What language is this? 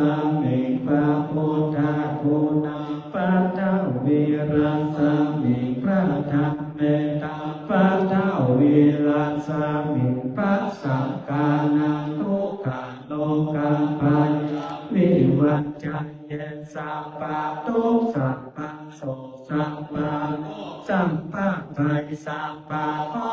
Pali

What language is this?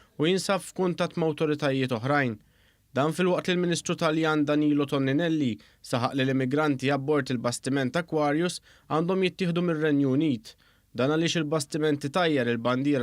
Maltese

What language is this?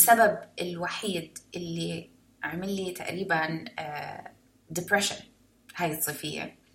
North Levantine Arabic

